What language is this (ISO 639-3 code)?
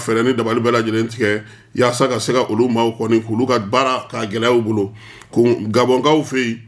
bam